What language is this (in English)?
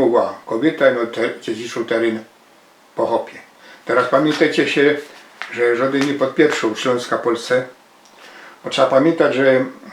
Silesian